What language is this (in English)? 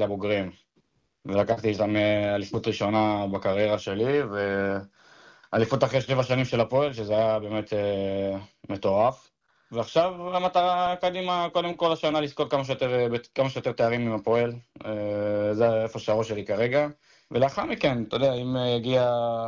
Hebrew